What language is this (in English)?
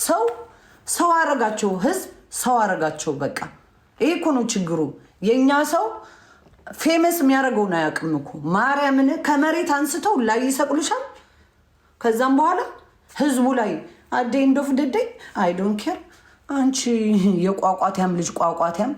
Amharic